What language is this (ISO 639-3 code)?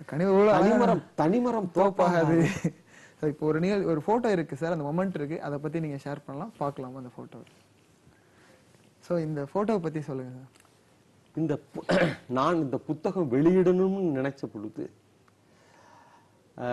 tam